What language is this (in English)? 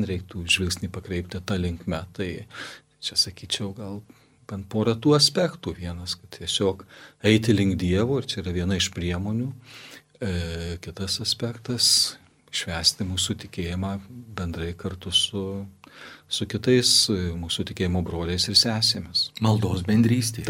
Lithuanian